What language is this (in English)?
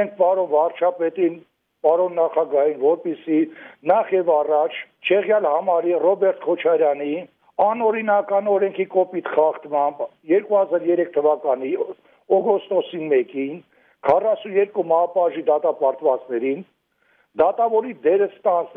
Armenian